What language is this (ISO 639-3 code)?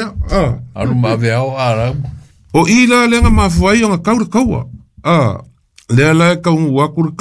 smo